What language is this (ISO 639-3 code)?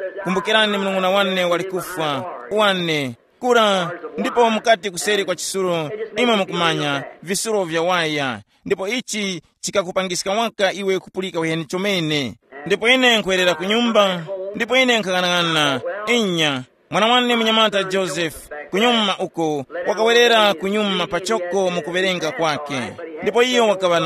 tum